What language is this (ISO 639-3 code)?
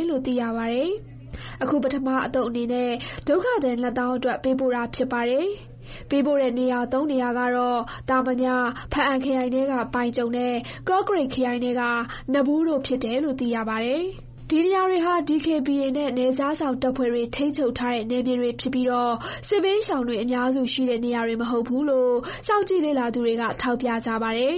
mya